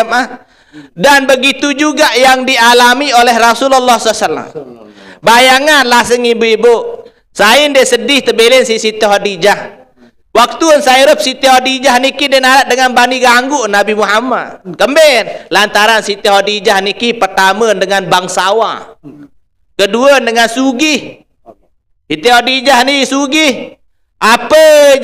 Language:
Sasak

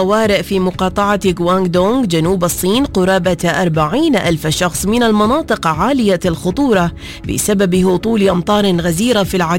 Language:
Arabic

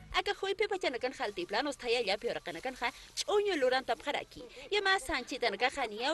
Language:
Aymara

